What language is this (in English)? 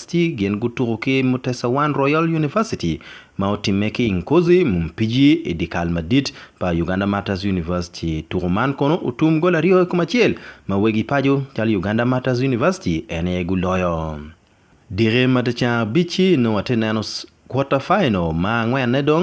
Acoli